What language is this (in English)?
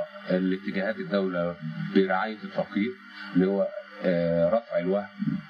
Egyptian Arabic